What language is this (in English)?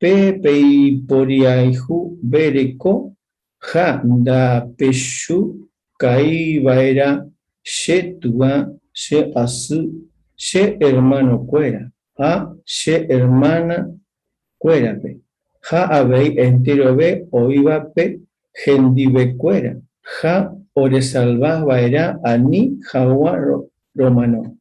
Guarani